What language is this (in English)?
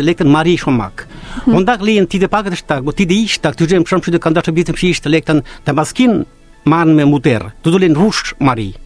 Mari